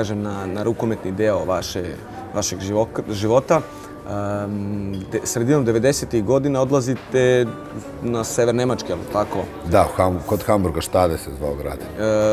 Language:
Serbian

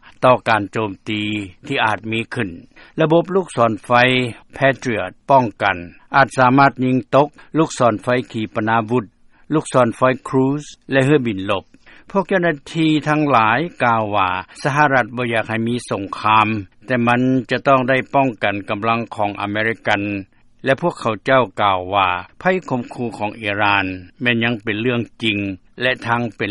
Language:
Lao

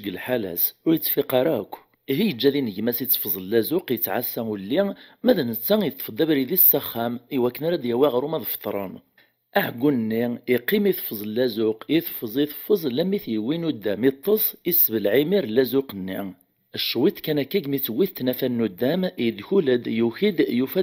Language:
Kabyle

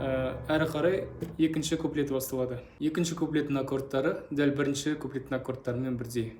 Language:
Kazakh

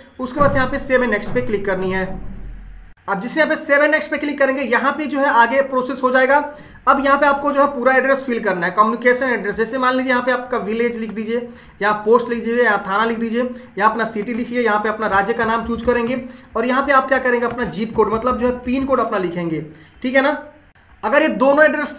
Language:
Hindi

